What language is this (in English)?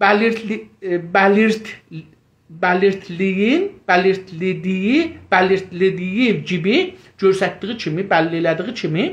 South Azerbaijani